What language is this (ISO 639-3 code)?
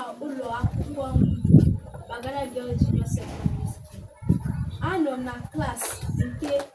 ibo